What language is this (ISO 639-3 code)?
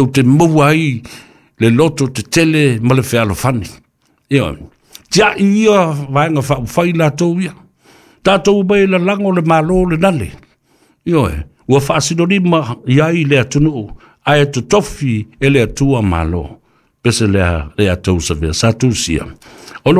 smo